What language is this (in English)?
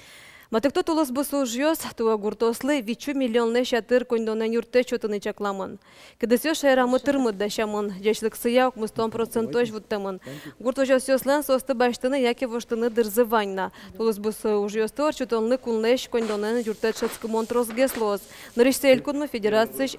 Udmurt